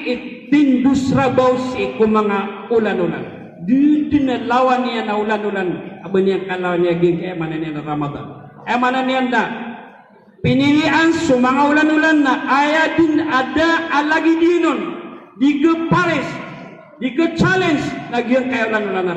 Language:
Maranao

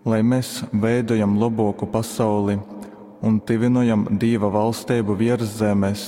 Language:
Latgalian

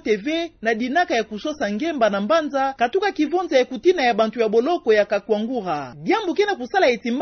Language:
Kituba (Democratic Republic of Congo)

